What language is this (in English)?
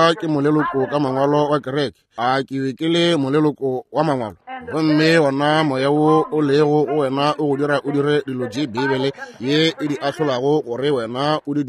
Northern Sotho